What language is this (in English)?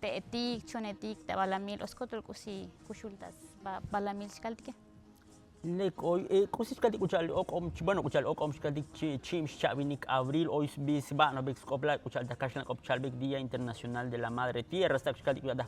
Tzotzil